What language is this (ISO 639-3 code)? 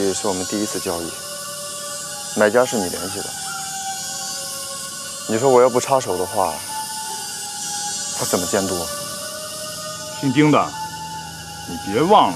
zho